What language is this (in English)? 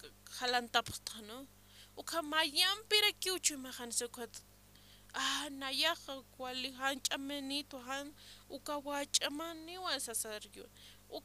Aymara